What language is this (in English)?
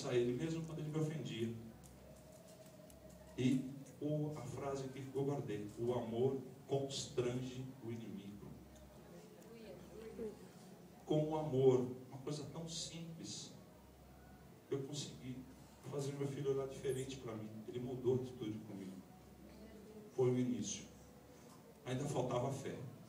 Portuguese